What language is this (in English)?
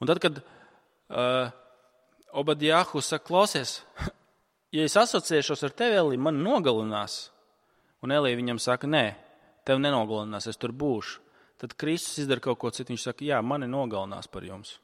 Latvian